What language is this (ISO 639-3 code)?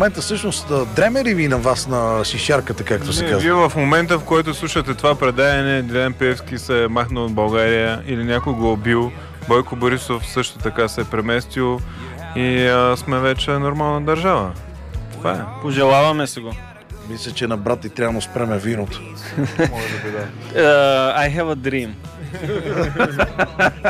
bul